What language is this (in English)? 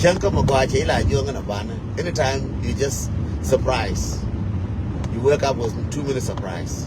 Nuer